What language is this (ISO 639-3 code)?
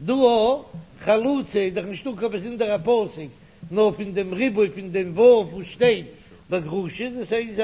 yid